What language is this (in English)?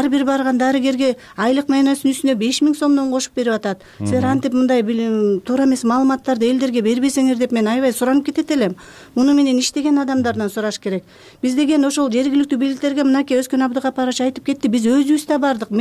Kyrgyz